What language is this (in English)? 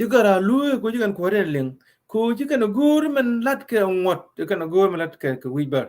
Nuer